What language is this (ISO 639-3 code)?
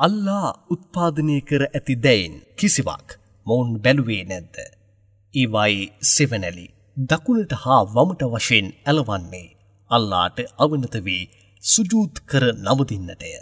sin